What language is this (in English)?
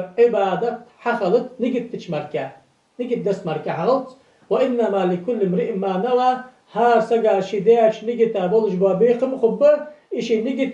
Ingush